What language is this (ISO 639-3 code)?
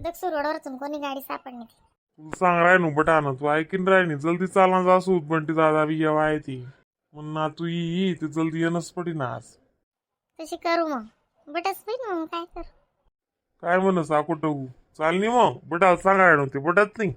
khn